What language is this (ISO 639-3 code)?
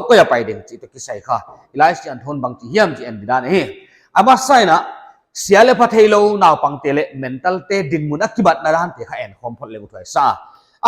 pck